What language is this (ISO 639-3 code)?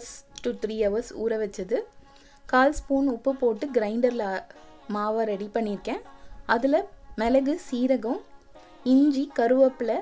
tam